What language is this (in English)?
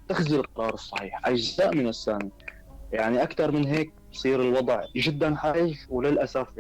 North Levantine Arabic